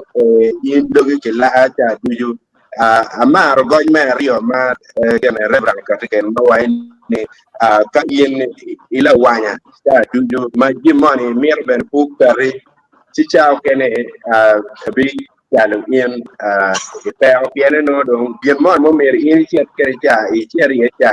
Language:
Acoli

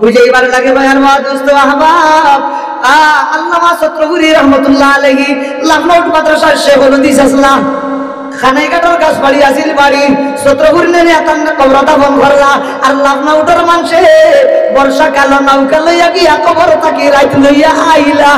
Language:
Sylheti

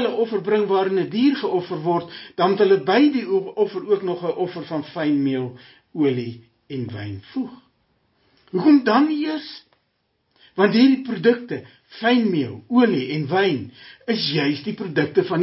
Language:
Afrikaans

